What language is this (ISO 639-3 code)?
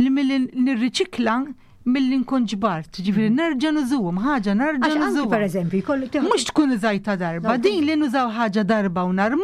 mlt